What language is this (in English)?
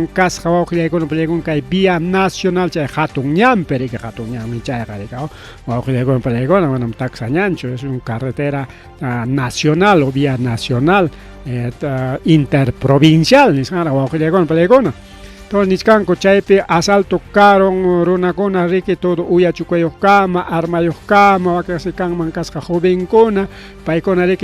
Ayacucho Quechua